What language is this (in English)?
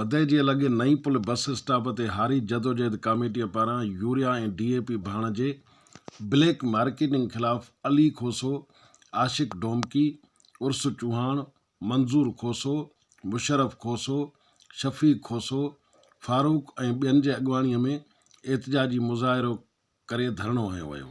Sindhi